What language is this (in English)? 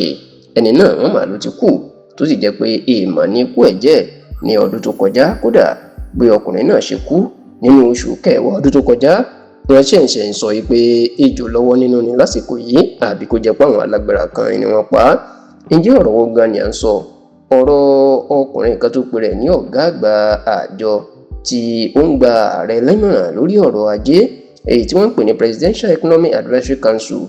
Yoruba